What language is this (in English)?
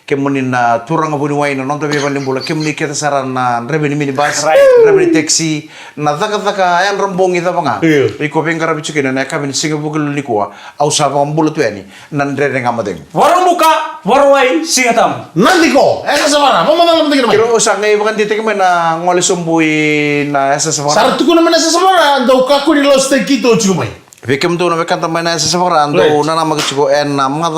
Fijian